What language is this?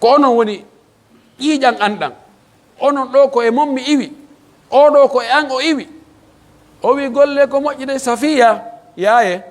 Pular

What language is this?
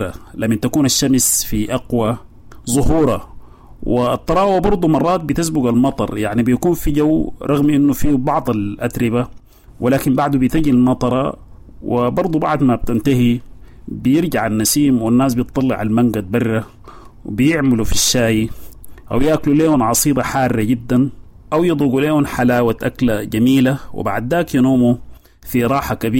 Sudanese Arabic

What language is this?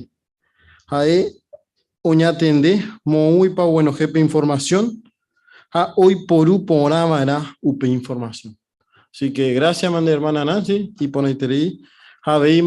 Guarani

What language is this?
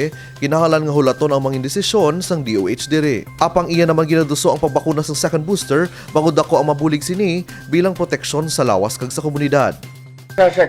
Hiligaynon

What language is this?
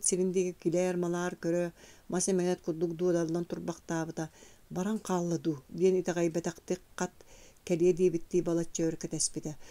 Yakut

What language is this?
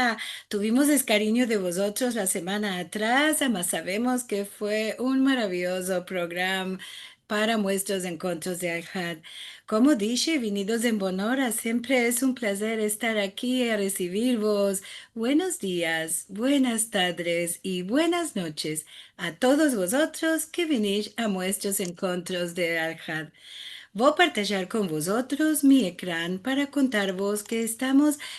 Ladino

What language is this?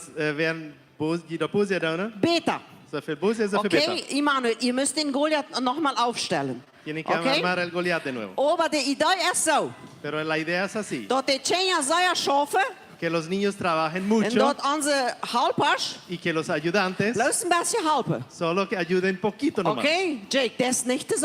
Plautdietsch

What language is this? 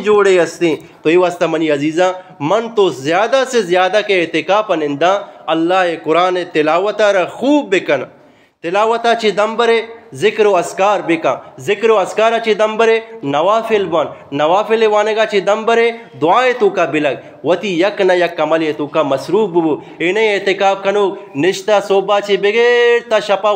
Eastern Balochi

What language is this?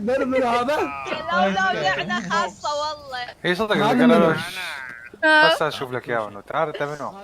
Mesopotamian Arabic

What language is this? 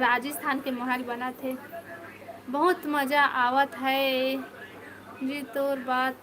Chhattisgarhi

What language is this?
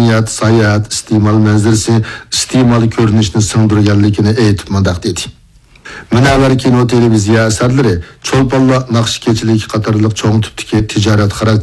Uyghur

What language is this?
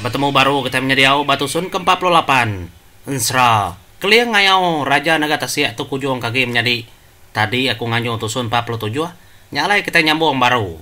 Iban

